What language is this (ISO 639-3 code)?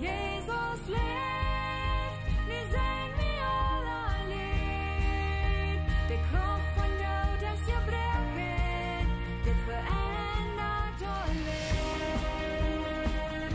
pdt